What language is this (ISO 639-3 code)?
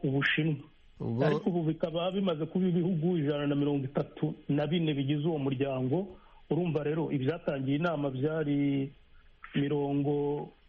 kin